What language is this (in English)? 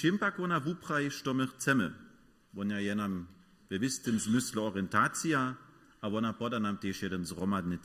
Upper Sorbian